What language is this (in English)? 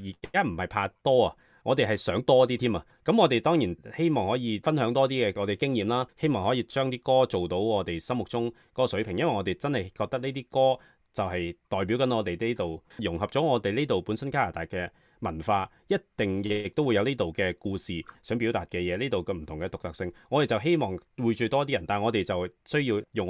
Cantonese